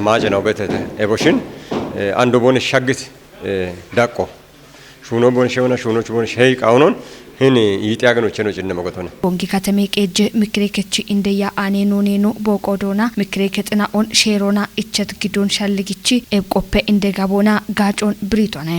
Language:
Kafa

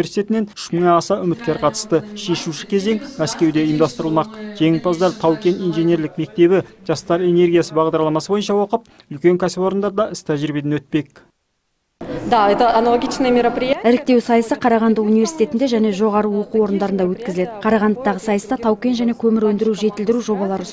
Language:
Kazakh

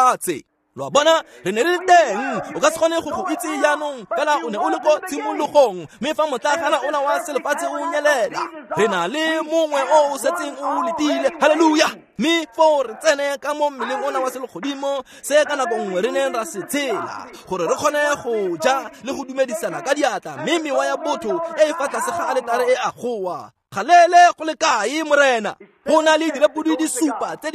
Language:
Tswana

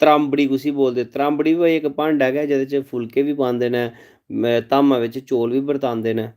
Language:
Dogri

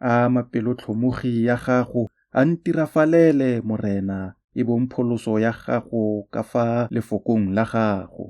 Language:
Tswana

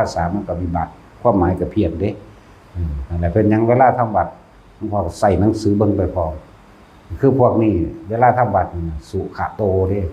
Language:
Northeastern Thai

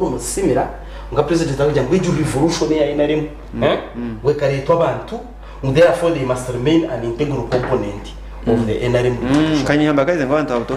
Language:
Nyankole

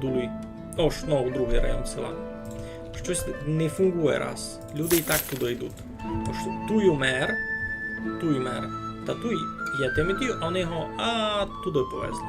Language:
Rusyn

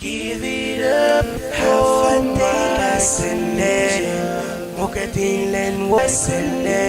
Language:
Pohnpeian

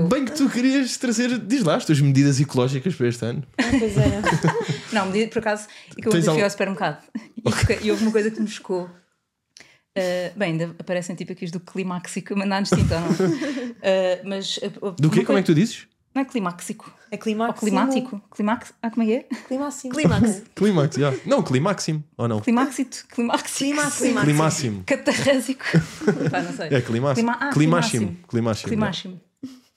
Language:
Portuguese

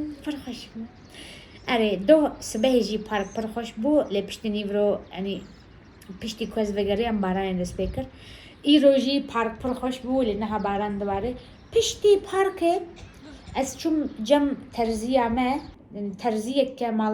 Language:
Kurdish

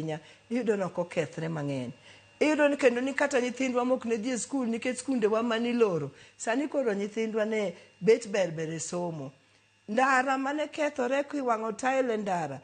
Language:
Luo (Kenya and Tanzania)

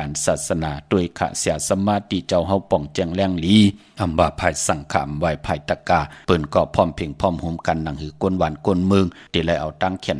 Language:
Shan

